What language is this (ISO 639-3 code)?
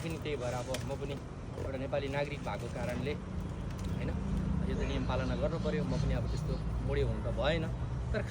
nep